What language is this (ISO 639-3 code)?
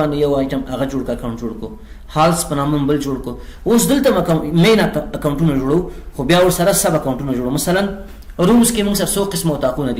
pus